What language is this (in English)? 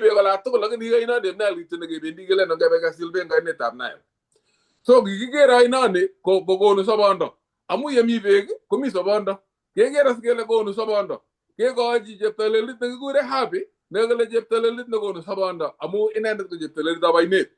Kalenjin